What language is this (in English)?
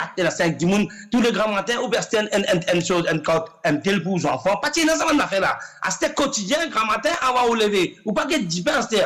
Morisyen